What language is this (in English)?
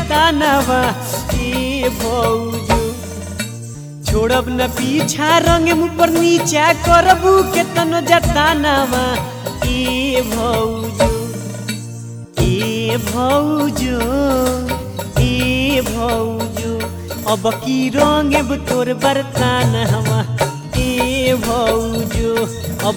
Bhojpuri